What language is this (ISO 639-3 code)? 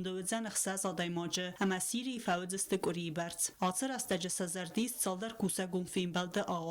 oss